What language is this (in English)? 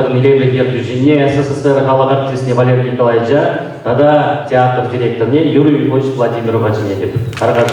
Chuvash